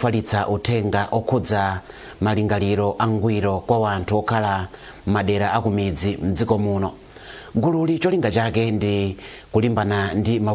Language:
Nyanja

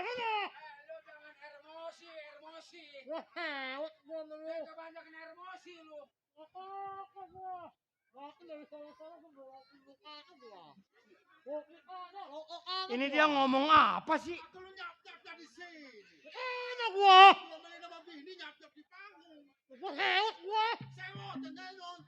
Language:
Betawi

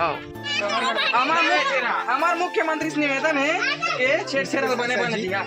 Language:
Chhattisgarhi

